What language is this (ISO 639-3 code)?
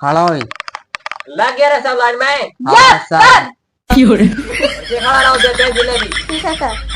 mag